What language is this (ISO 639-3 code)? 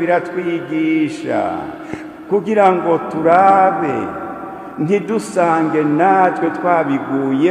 run